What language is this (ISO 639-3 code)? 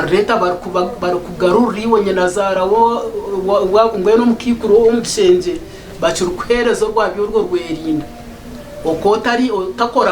nyn